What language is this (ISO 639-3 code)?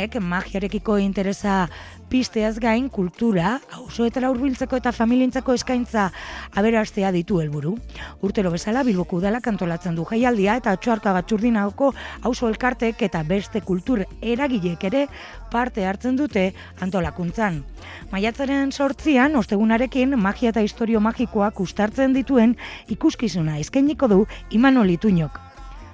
eus